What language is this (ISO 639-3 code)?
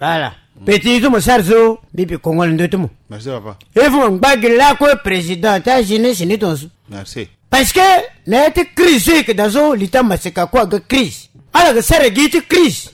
sag